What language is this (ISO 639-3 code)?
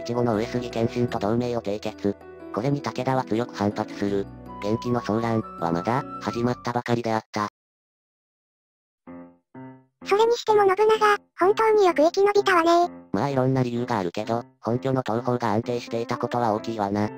jpn